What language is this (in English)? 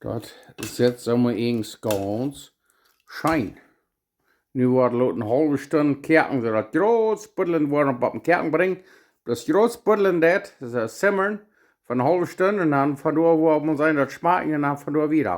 Plautdietsch